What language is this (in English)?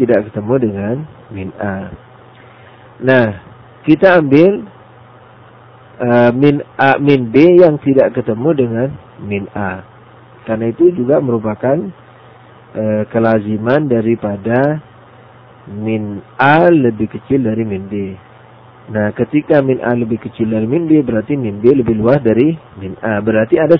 Indonesian